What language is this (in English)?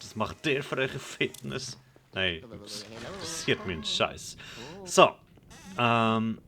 Swiss German